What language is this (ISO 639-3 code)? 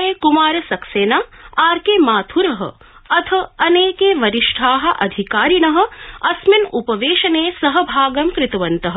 san